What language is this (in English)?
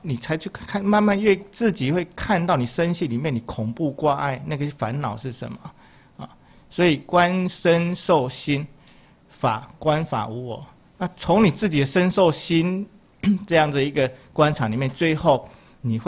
Chinese